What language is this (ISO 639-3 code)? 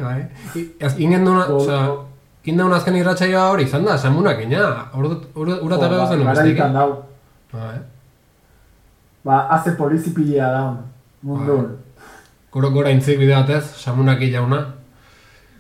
eus